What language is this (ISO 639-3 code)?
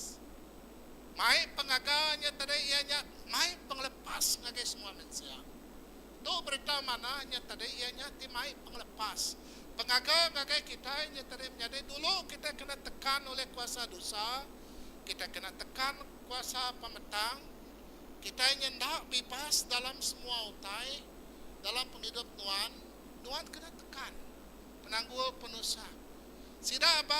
iba